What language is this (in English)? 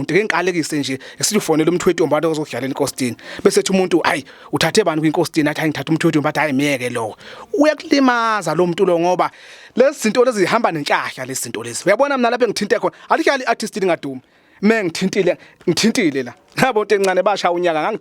Zulu